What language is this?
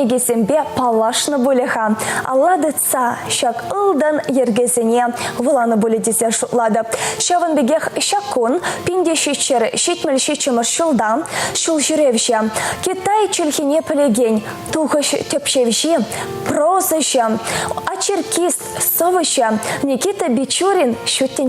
Chuvash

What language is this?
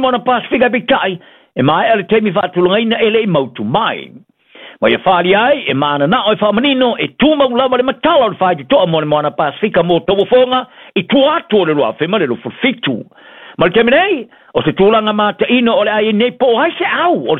Samoan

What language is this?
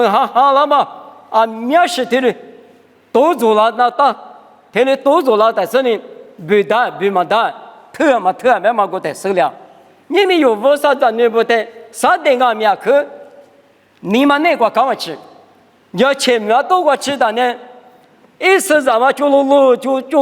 Lisu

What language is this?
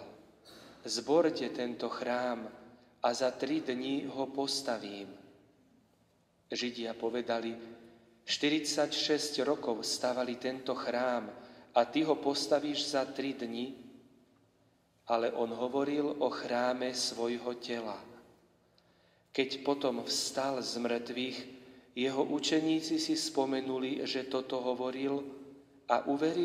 Slovak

